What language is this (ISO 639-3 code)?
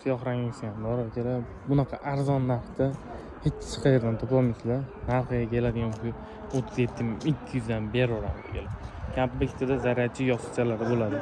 uzb